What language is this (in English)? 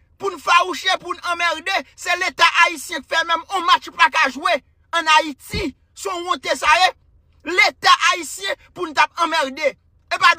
Haitian Creole